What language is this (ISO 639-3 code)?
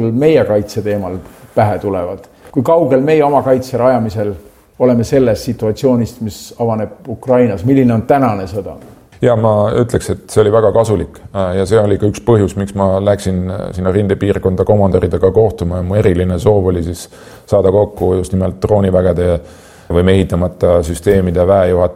est